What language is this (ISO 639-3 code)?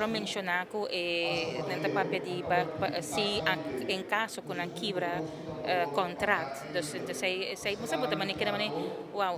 pap